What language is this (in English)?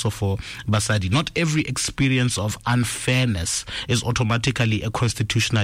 Tswana